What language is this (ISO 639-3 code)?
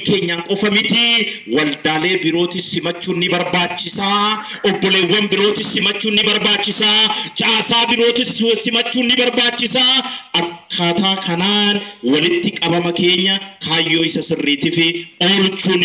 orm